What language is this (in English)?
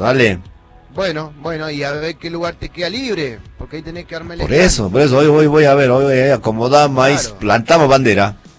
Spanish